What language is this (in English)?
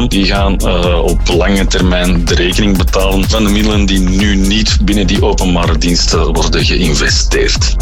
Dutch